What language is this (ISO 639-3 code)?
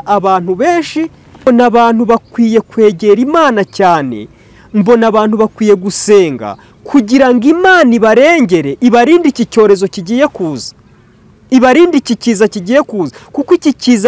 kin